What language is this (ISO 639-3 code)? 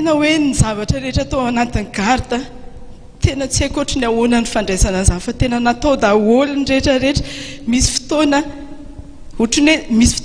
mlg